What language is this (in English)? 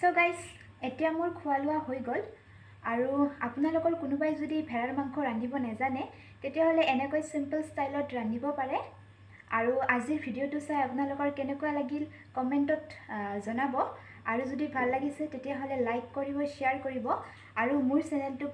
Assamese